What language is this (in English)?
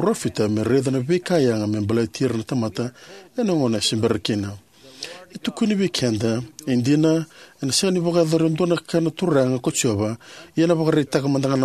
Fijian